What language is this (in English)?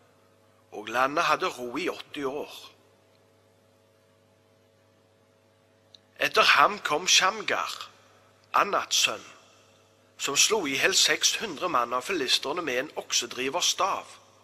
Norwegian